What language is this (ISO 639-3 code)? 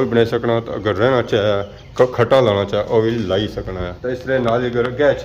phr